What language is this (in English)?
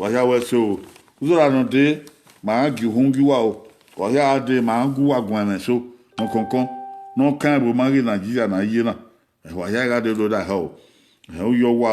Bini